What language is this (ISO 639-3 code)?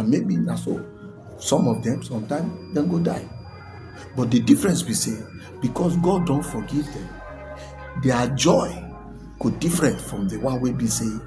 pcm